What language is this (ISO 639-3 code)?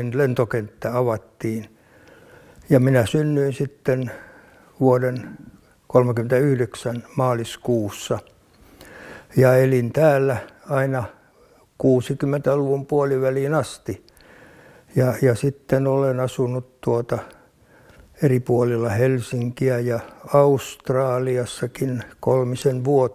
fin